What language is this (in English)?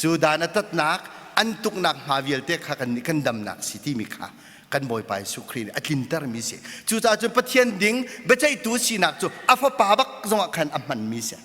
Hakha Chin